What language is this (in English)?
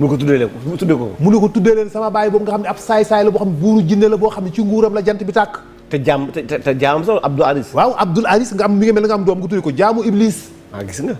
Wolof